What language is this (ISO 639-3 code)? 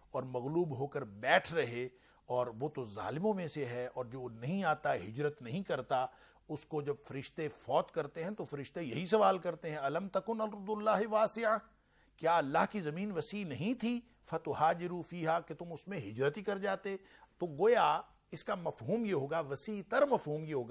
urd